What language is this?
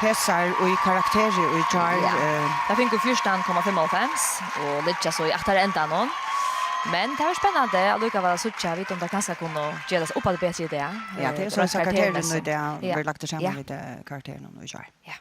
Faroese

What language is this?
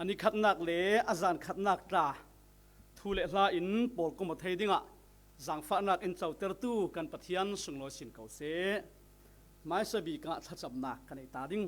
Falam Chin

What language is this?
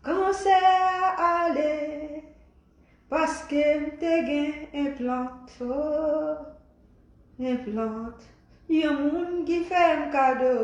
Haitian Creole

